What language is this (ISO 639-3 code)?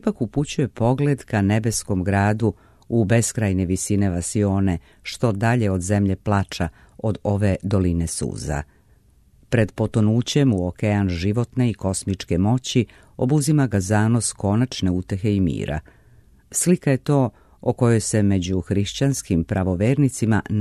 srp